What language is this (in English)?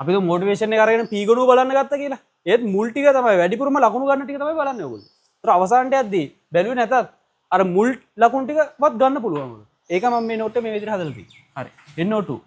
Sinhala